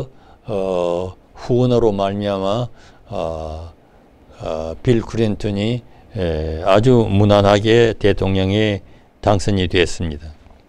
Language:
Korean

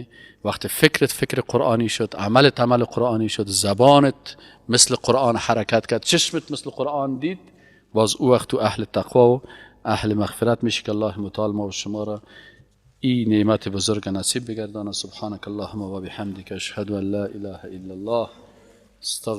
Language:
Persian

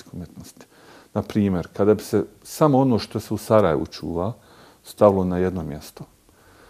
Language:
Bosnian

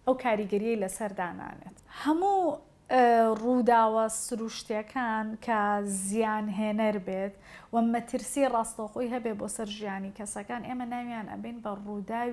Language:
Central Kurdish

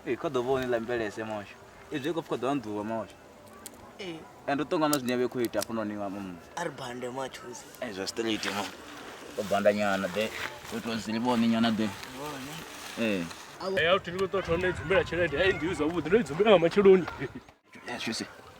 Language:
Venda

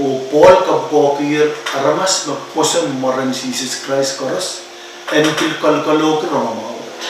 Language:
Pohnpeian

